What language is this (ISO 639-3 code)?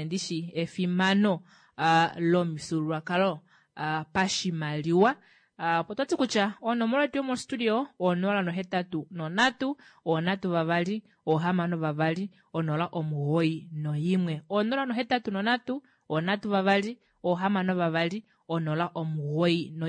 kua